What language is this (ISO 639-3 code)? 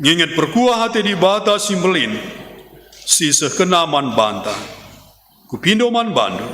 btx